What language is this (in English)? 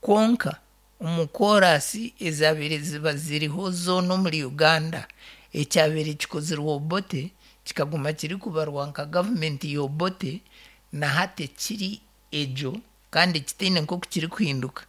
Nyankole